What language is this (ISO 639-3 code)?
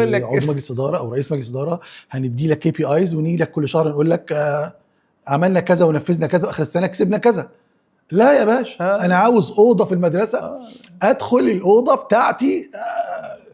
arz